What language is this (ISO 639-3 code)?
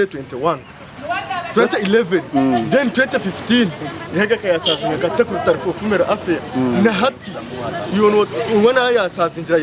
nyn